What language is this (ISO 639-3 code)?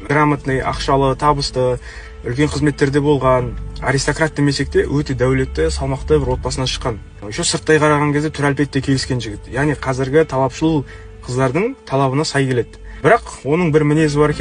kaz